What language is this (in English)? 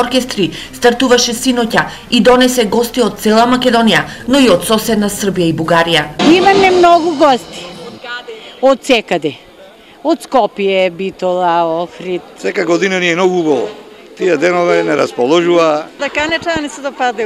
Macedonian